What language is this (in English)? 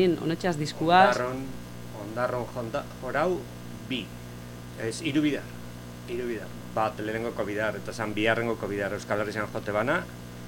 Basque